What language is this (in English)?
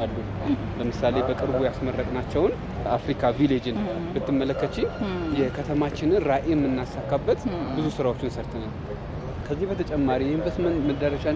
Amharic